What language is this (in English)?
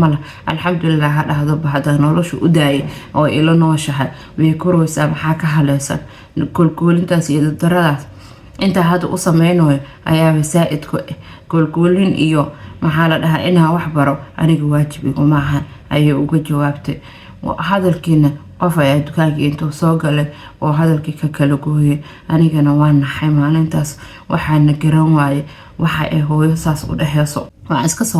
Somali